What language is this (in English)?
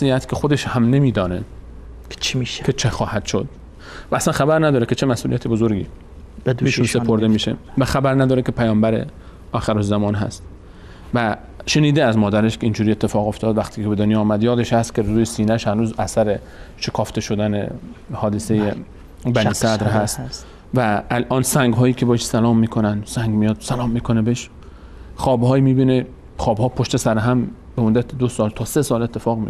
Persian